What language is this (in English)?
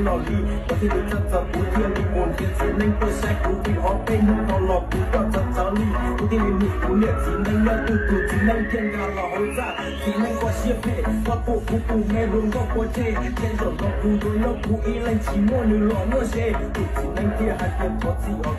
Hmong